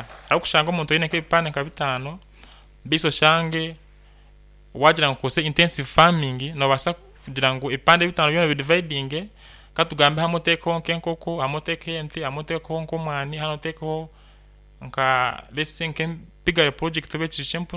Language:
Nyankole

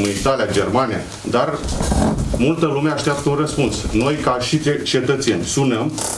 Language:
Romanian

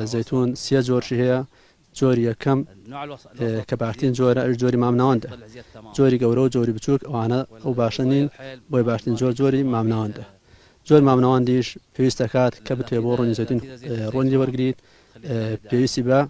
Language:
Central Kurdish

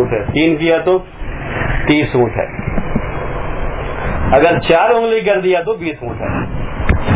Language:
Urdu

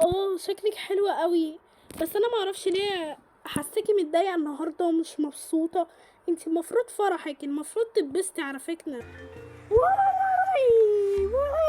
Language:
Egyptian Arabic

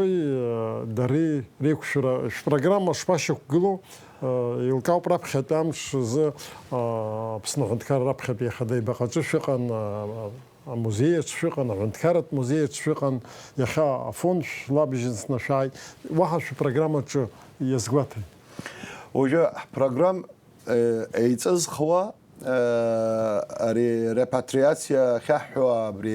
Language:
Abkhazian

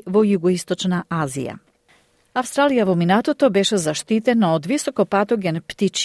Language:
Macedonian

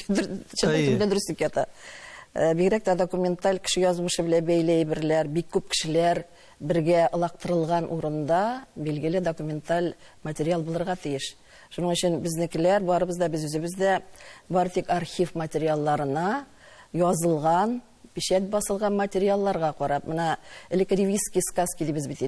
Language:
Tatar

